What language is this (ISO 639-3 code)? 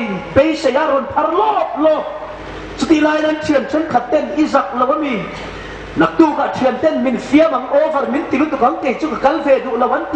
hmr